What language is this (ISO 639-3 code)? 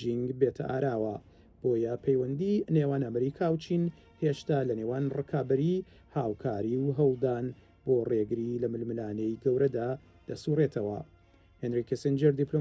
ckb